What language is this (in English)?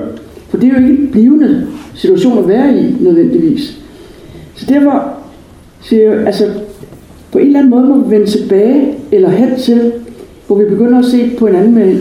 Danish